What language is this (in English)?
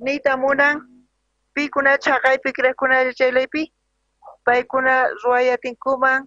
South Bolivian Quechua